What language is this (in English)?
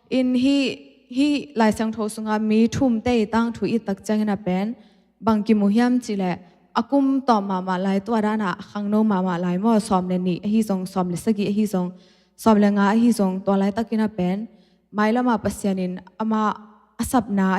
Tedim Chin